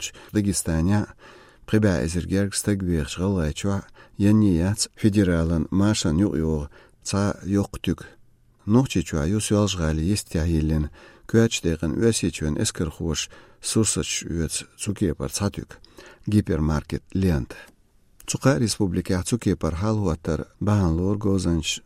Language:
Chechen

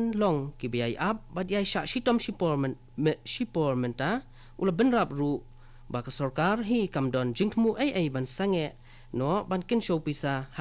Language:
Khasi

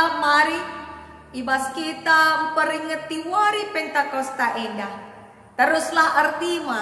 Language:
Batak Karo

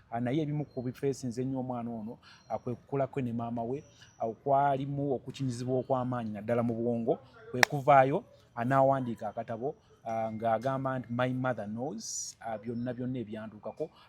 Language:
Ganda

